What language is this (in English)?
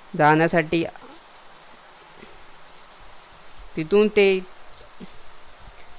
Marathi